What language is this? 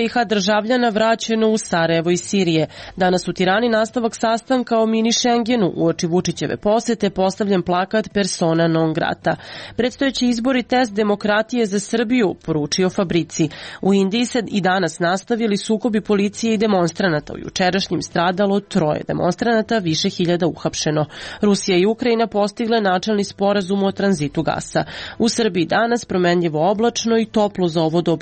Serbian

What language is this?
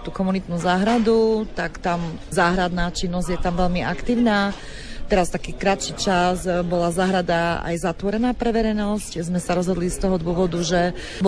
Slovak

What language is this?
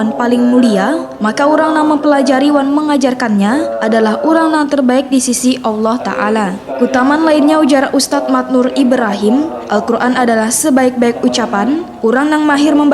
Banjar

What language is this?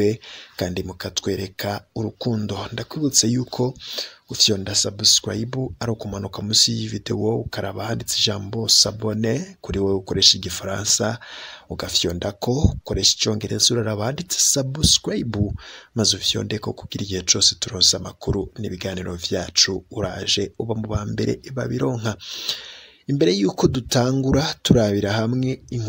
Rundi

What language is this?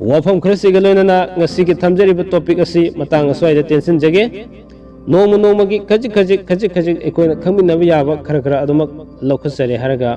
Manipuri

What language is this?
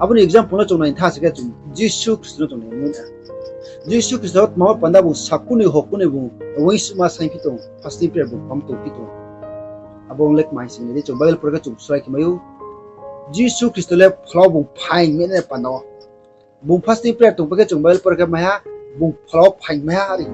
Riang (India)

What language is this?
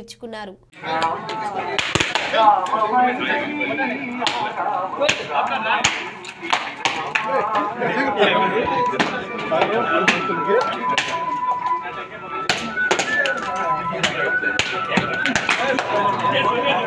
Telugu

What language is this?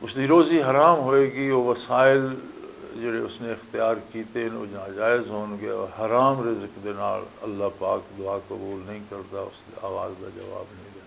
Western Panjabi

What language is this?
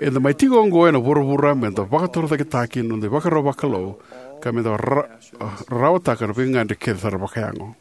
Fijian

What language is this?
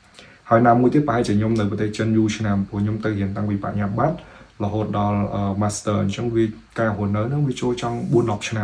Khmer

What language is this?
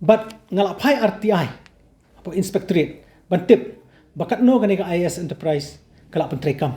Khasi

